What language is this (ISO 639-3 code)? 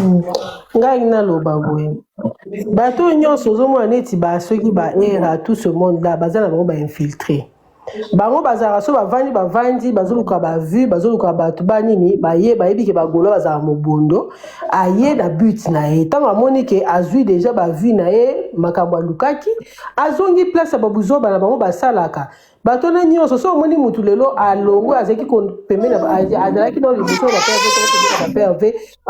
lin